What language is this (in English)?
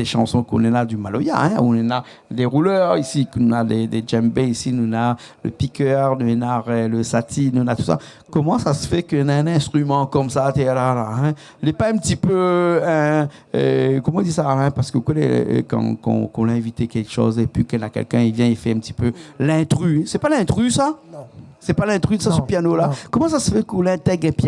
Réunion Creole French